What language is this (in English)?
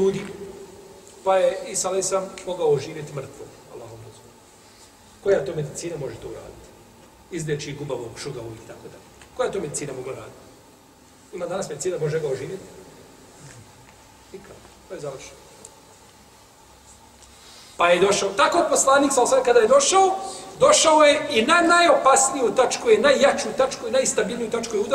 Bosnian